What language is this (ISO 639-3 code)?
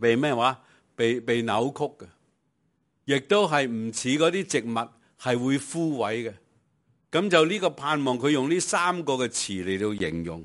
yue